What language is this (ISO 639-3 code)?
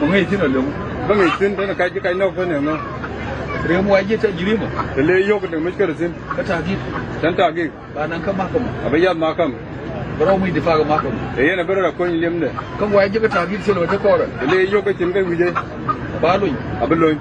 nus